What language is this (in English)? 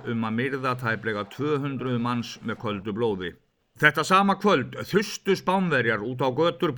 Icelandic